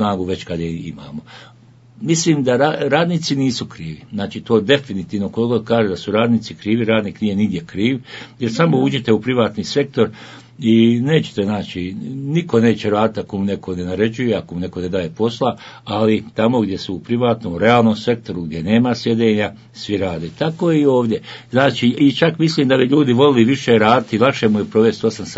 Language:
Bosnian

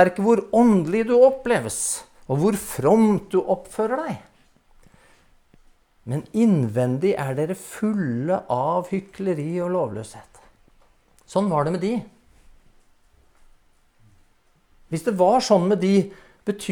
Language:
Norwegian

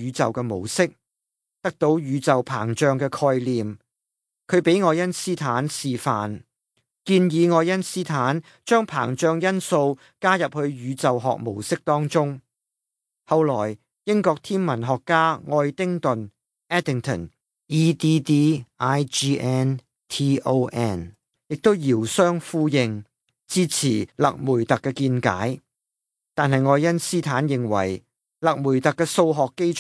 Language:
Cantonese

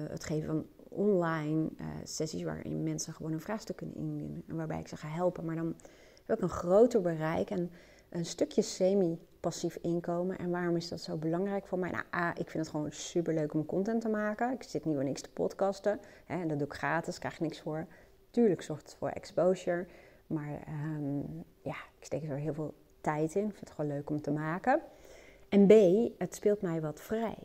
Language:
Dutch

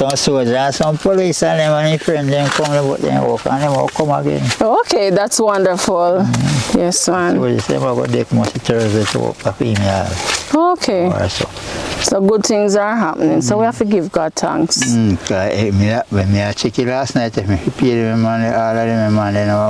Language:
Jamaican Creole English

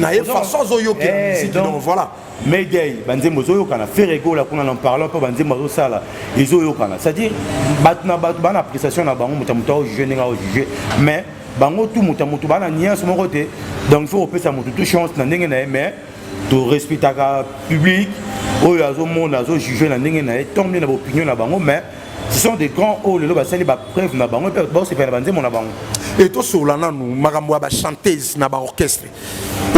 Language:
Lingala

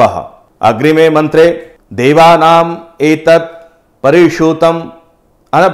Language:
Sanskrit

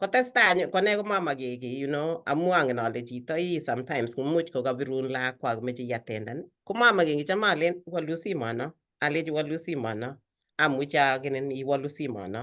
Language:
Kalenjin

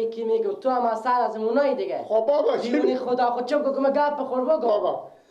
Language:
Persian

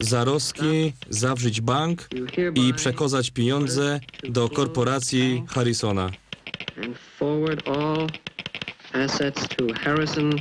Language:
Silesian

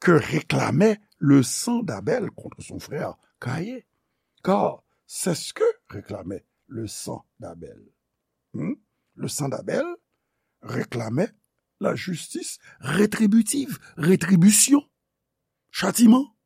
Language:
Haitian Creole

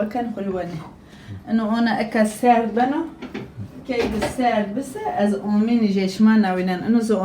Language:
Zaza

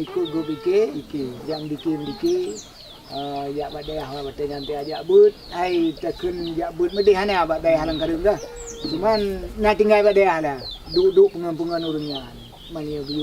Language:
Achinese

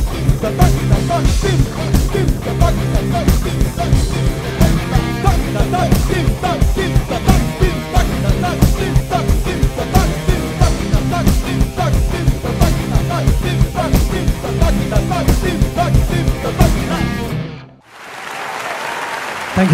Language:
Tamil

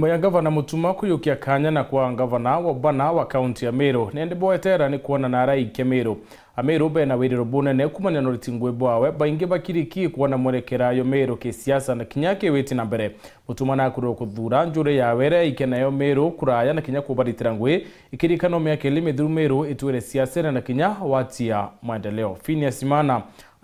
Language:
Meru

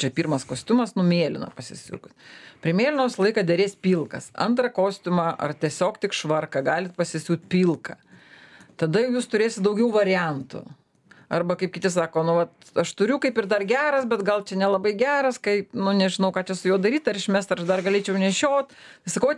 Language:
Lithuanian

